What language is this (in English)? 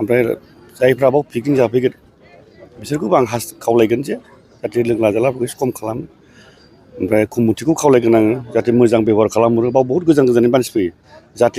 Bodo